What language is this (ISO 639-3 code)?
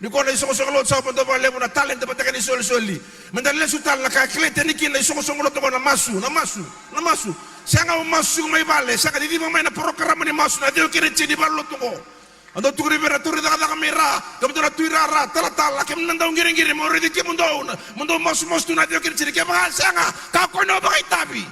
fij